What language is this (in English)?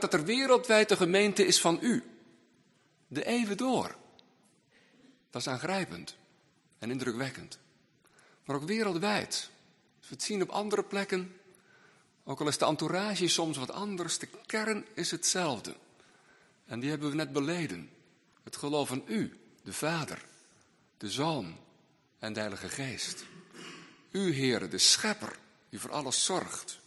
Dutch